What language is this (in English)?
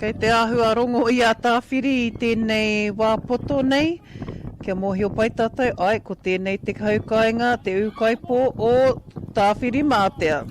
Māori